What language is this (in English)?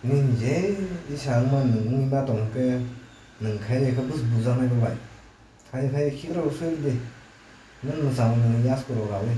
Kok Borok